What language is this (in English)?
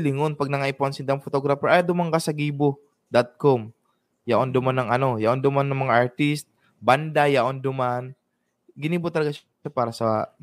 Bikol